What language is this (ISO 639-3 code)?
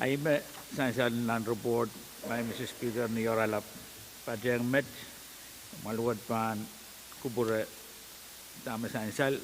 pon